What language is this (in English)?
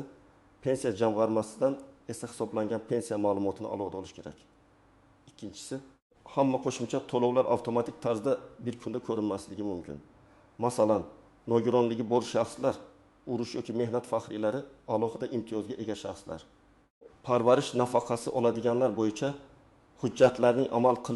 Uzbek